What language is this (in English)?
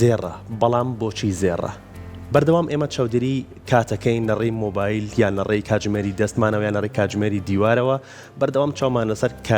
Central Kurdish